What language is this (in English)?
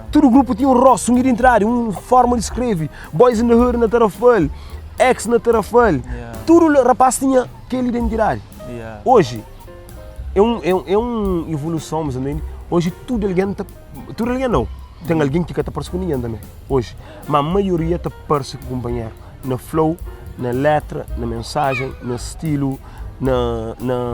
Kabuverdianu